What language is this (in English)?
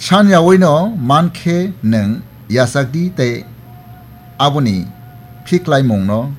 Kok Borok